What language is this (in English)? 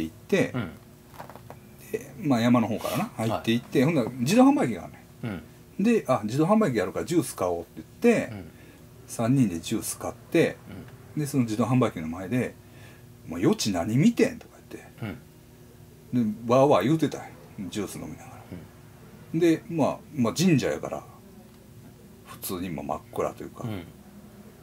Japanese